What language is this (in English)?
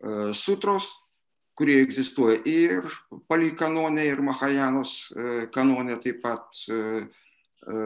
Lithuanian